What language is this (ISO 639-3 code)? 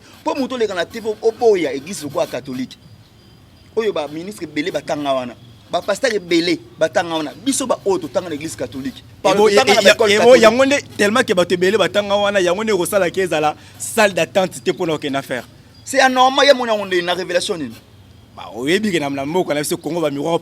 lin